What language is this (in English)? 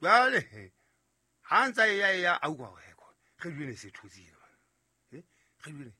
Southern Sotho